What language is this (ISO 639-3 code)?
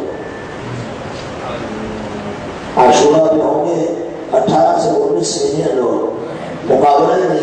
urd